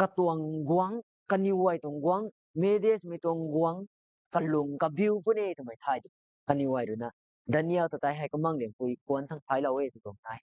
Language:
Rongmei Naga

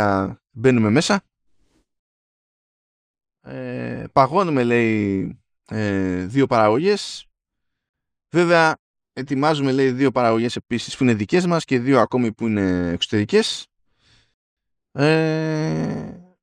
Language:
Greek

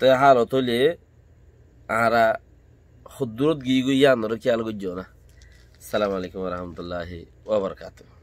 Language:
Rohingya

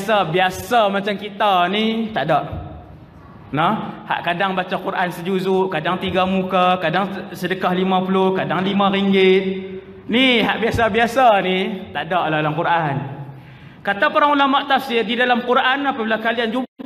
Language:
Malay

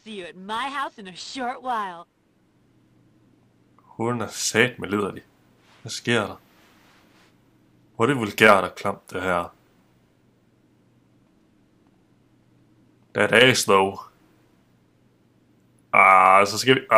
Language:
Danish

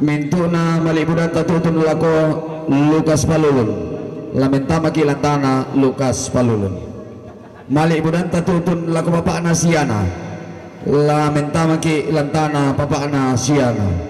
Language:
Toraja-Sa'dan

